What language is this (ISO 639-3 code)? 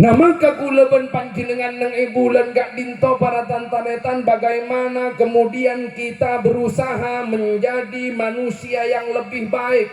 mad